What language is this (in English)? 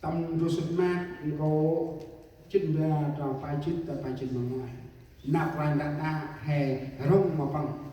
Central Mnong